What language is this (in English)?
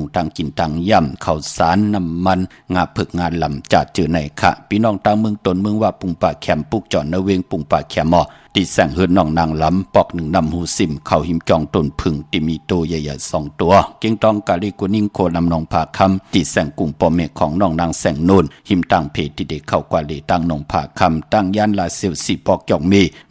Shan